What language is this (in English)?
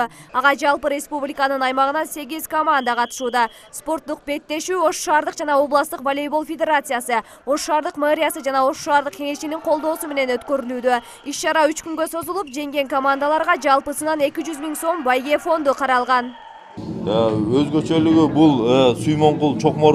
Kyrgyz